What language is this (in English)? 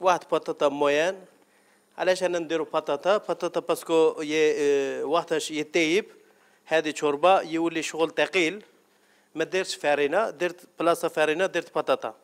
Algerian Arabic